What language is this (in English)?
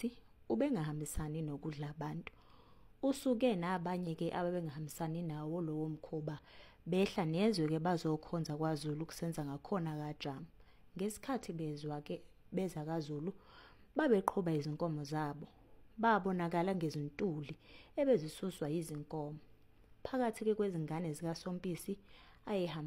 Zulu